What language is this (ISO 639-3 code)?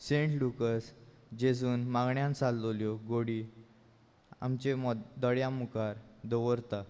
kok